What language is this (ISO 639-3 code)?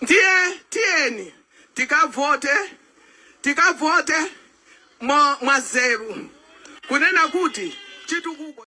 nya